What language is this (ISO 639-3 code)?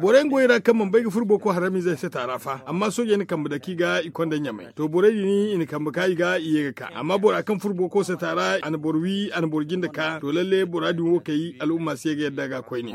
dje